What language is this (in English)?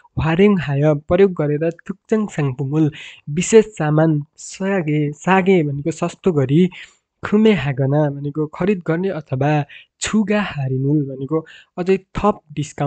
Nepali